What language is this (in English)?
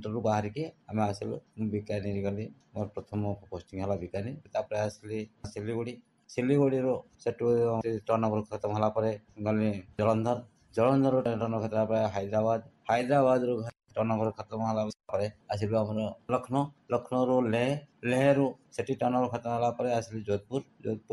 Odia